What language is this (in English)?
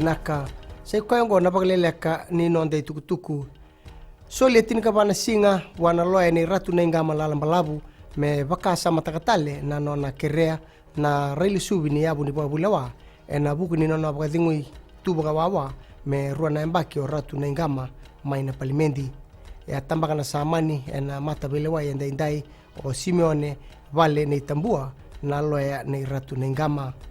Fijian